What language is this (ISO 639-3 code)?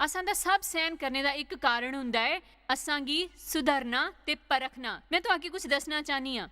doi